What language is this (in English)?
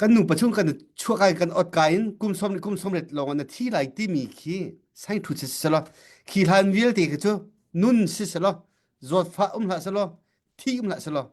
Hakha Chin